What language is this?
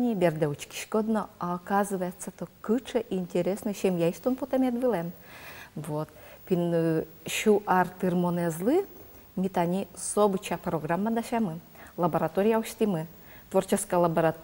Udmurt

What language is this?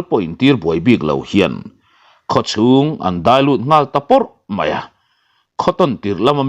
Mizo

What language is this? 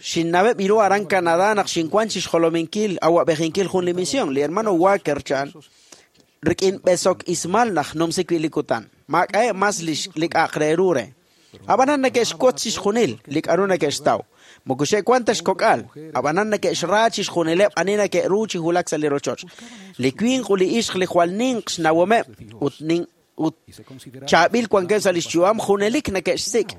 Kekchí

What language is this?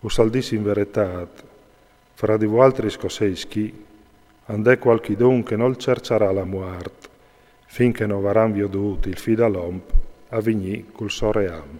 Friulian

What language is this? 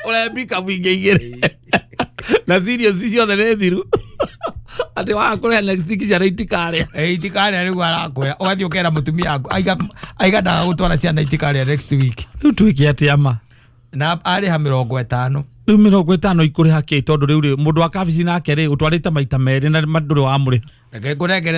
Kikuyu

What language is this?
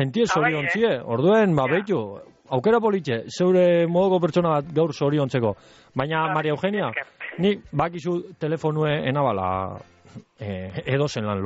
Basque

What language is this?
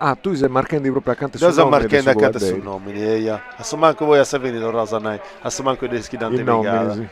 Sardinian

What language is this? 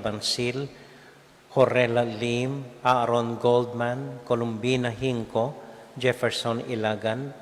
Pampanga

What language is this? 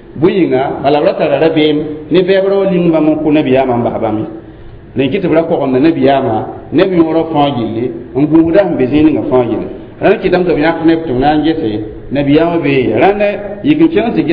Mossi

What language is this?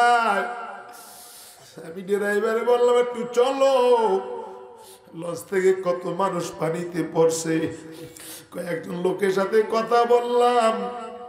Bangla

